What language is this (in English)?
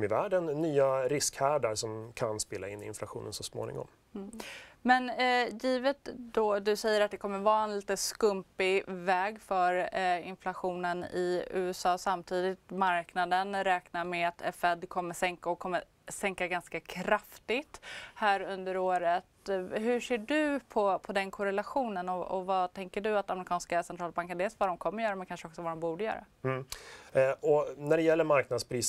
Swedish